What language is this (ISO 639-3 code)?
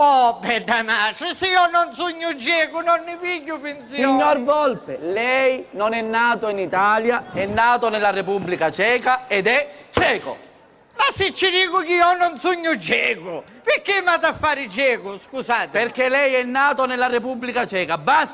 scn